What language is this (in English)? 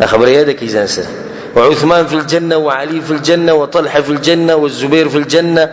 Pashto